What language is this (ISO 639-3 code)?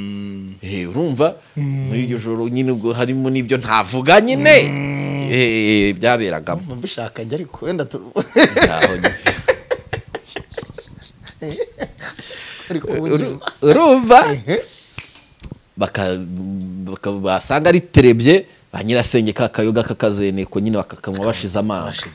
kin